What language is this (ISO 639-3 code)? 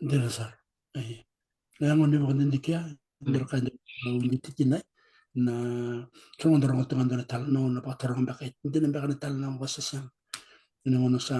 fij